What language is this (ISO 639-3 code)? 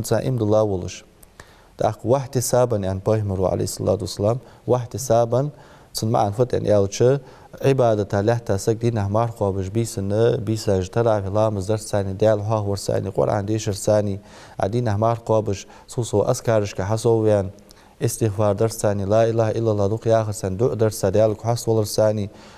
inh